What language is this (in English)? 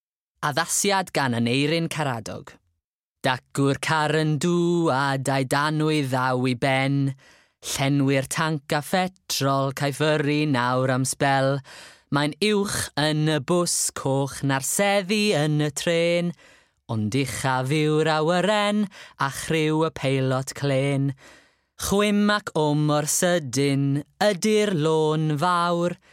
Welsh